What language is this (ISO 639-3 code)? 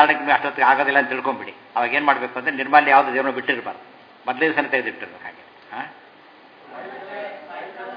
kan